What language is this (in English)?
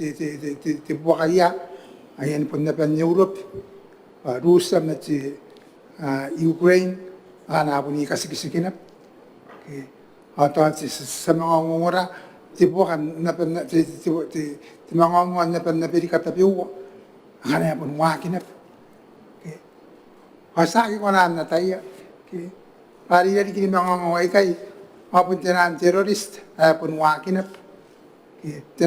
Gilbertese